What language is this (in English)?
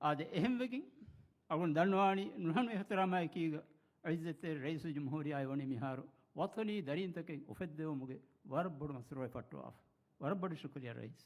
Divehi